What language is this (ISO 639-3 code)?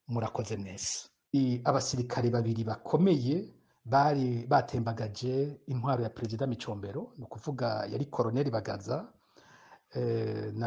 run